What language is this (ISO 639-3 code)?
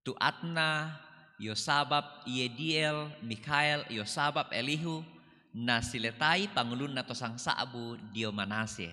sda